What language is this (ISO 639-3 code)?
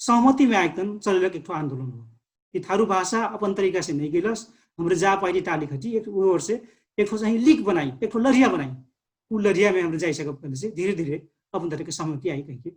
thl